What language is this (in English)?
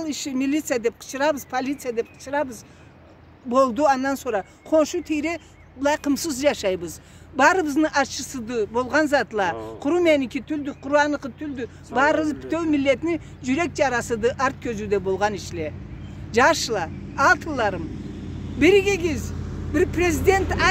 Karachay-Balkar